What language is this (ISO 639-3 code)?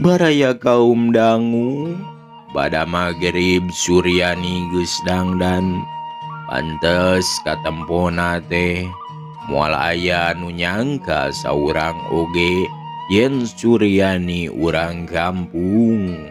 sun